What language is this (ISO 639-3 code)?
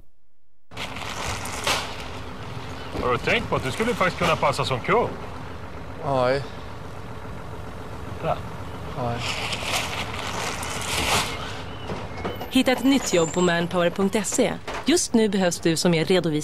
swe